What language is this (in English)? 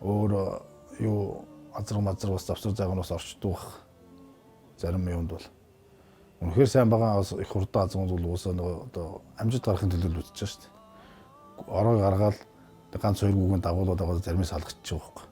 Mongolian